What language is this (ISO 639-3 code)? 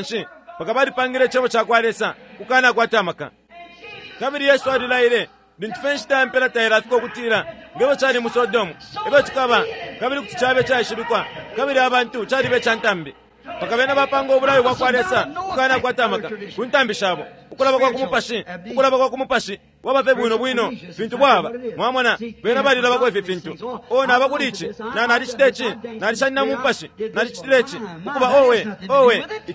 bem